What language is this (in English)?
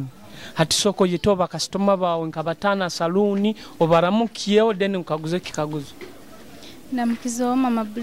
Nyoro